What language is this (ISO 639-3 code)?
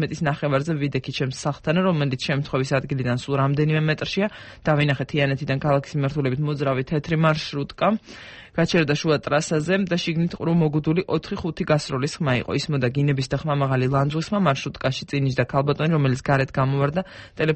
kat